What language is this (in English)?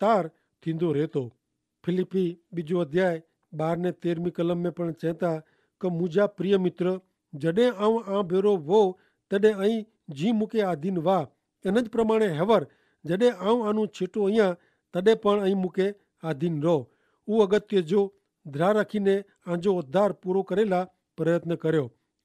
Kachhi